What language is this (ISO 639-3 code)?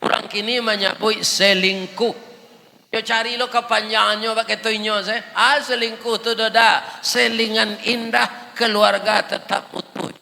min